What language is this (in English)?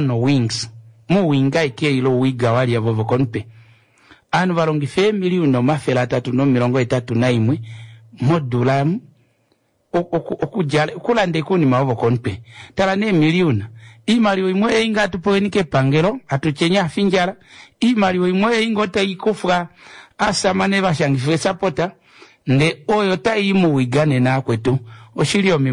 Kuanyama